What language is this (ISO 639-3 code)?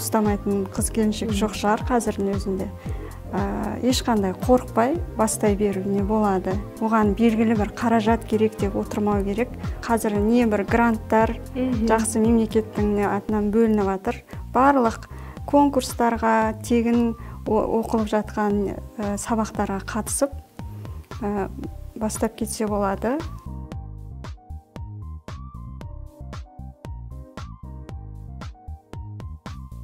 kaz